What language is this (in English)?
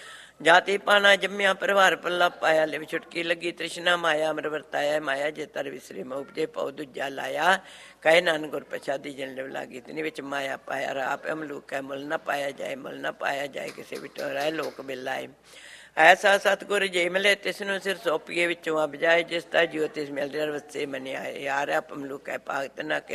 Punjabi